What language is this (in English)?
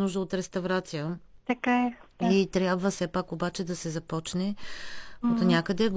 Bulgarian